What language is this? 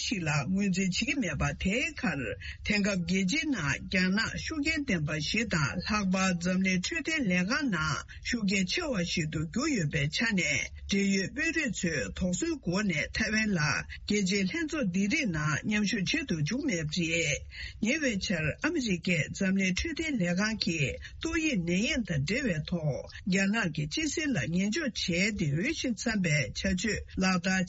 Tibetan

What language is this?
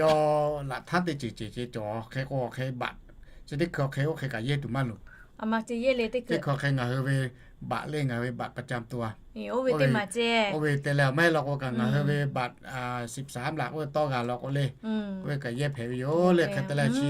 Lahu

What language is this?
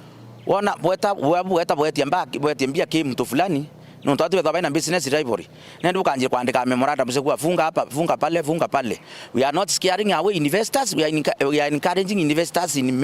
Meru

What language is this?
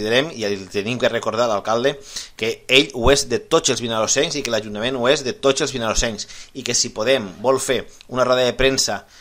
Catalan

